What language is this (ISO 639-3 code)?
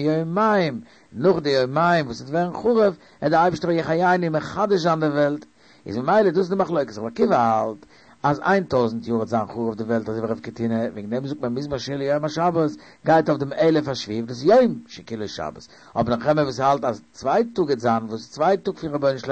yid